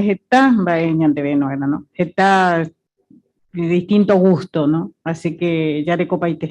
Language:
Guarani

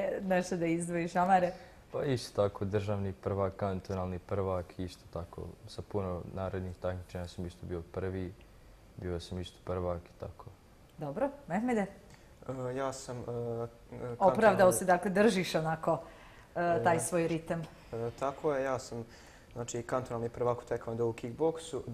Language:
Bosnian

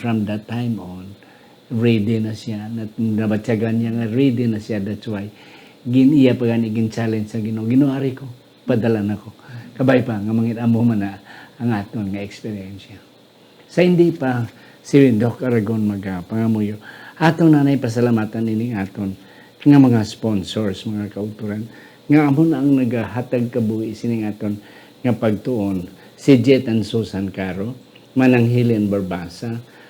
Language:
Hiligaynon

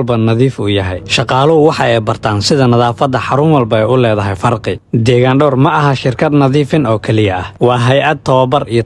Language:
Somali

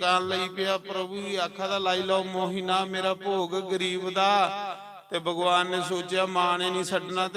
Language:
Dogri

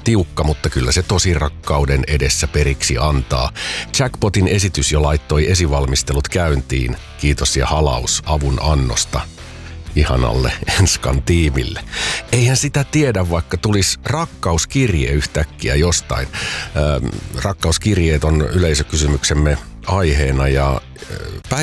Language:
Finnish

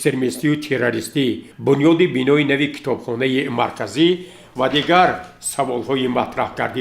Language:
Tajik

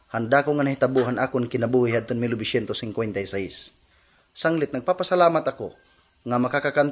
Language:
Waray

